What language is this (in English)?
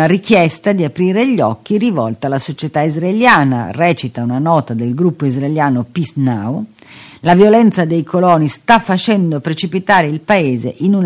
Italian